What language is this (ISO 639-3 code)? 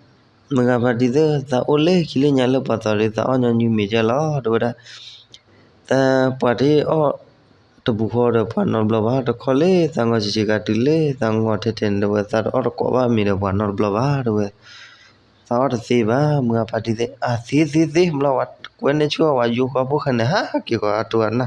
ksw